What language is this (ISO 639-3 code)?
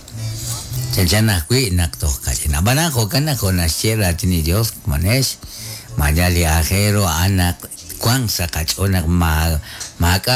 kek